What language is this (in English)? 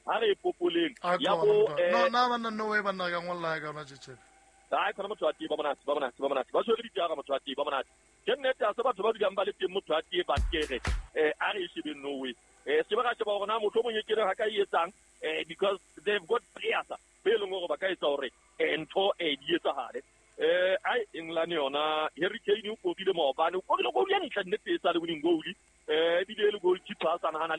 Southern Sotho